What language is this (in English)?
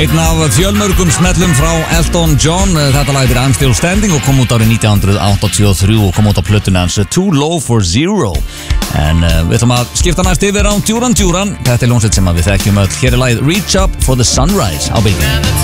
Icelandic